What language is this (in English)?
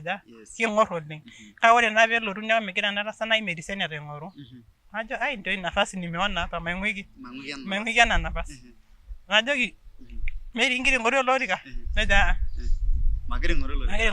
Masai